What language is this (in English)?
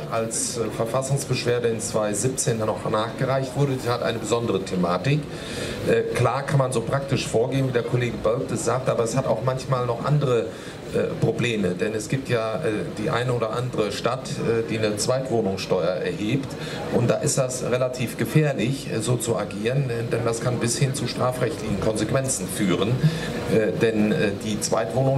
German